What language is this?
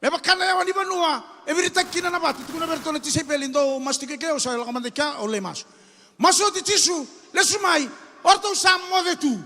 Fijian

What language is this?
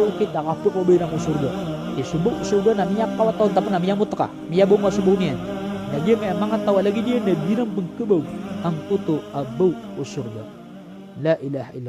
Maranao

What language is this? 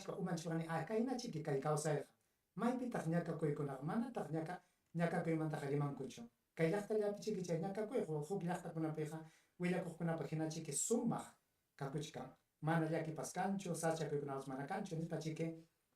Ayacucho Quechua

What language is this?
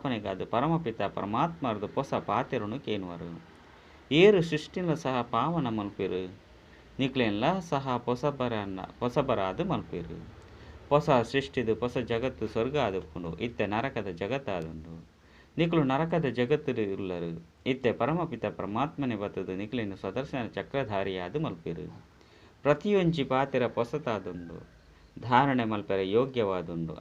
Tulu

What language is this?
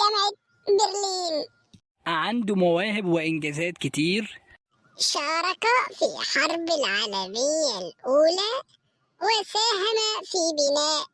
Egyptian Arabic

